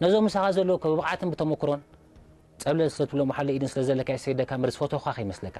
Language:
Tigrinya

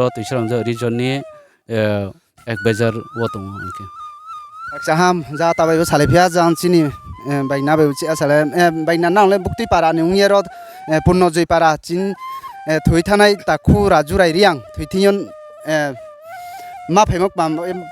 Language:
Riang (India)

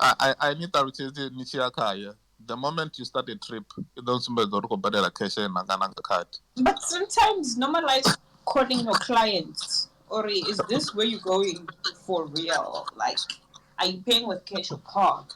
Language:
Venda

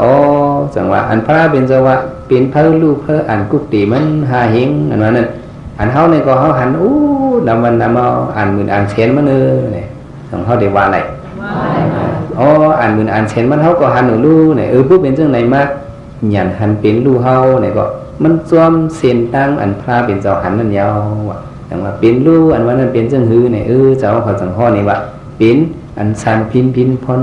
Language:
Shan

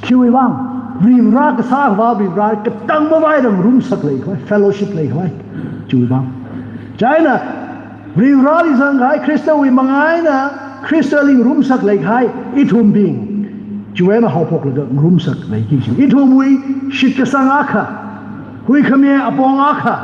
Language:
Tangkhul Naga (India)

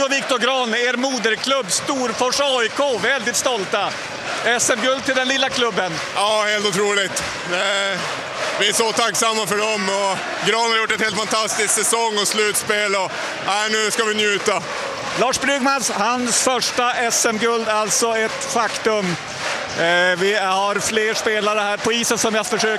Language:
Swedish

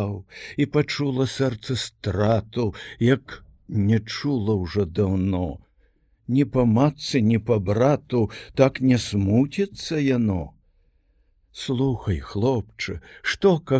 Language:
Belarusian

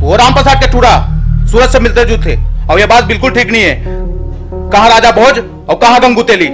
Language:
Chhattisgarhi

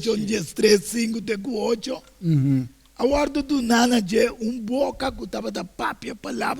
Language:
Papiamento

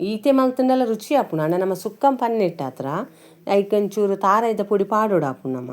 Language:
Tulu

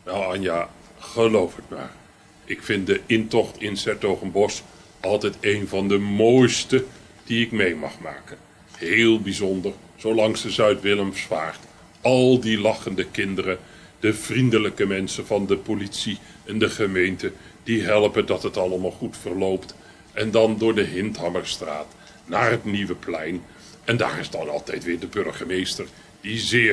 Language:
Dutch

